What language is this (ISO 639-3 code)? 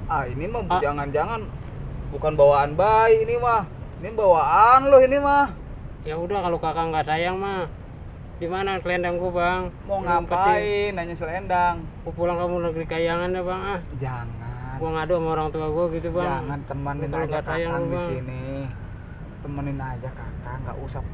bew